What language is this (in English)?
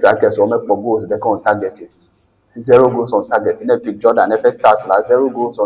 Ewe